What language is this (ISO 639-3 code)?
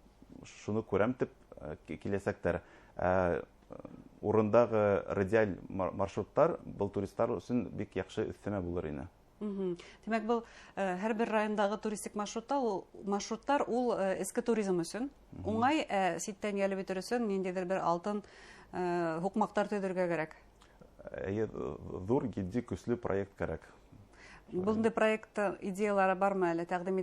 bak